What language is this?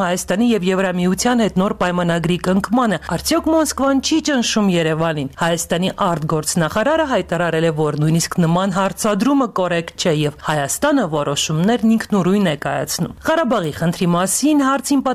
Armenian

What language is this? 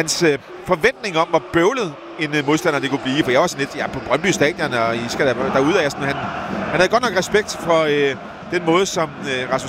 Danish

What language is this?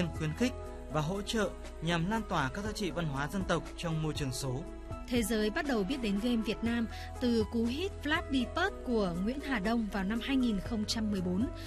Vietnamese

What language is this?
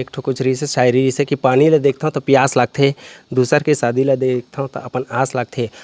Chhattisgarhi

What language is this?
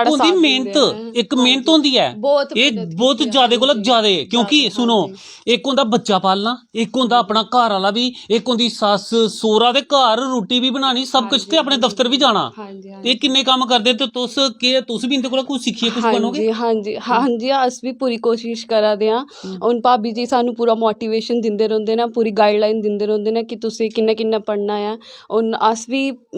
Dogri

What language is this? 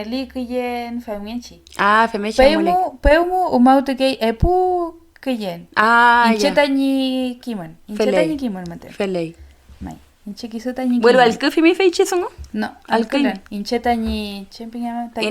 Mapuche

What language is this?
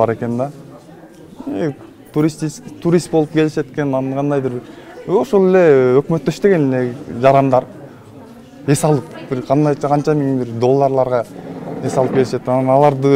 Kyrgyz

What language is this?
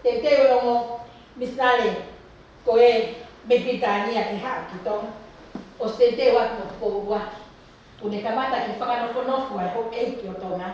Tongan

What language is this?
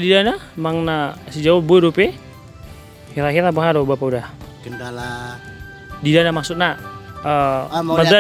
Batak Toba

